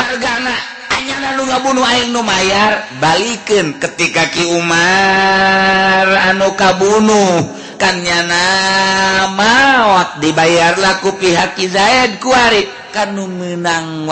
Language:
Sundanese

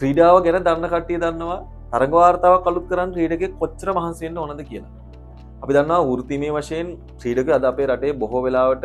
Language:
Sinhala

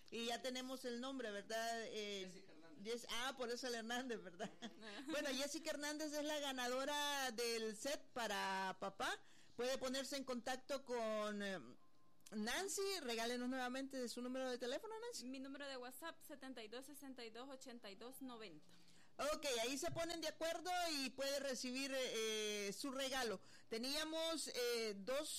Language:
Spanish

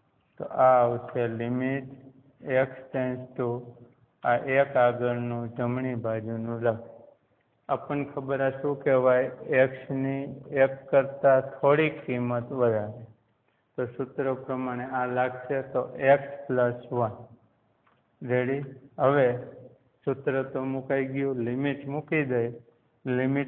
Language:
Gujarati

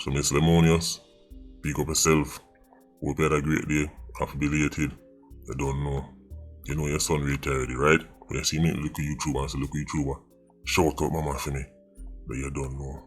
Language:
Jamaican Creole English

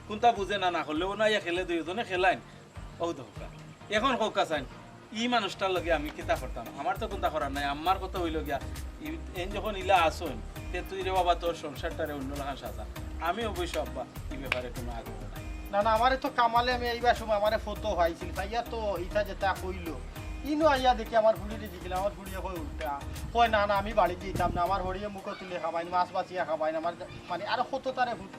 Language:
Sylheti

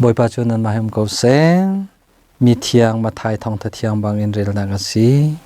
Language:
Hakha Chin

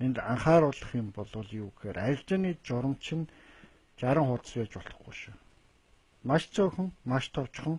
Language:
Mongolian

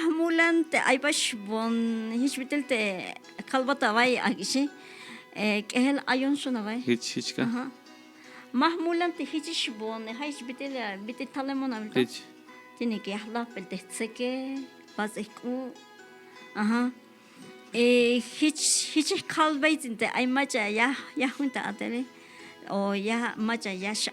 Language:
Tzeltal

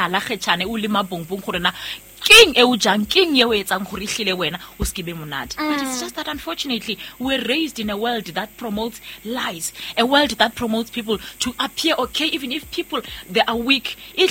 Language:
Southern Sotho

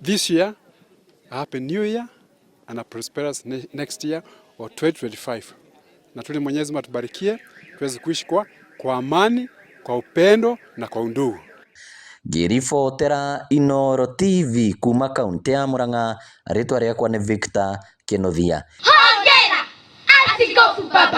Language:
Kikuyu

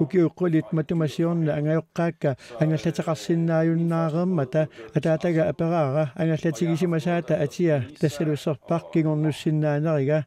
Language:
Kalaallisut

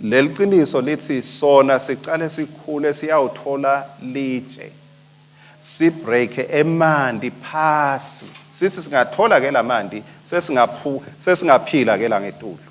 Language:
Swati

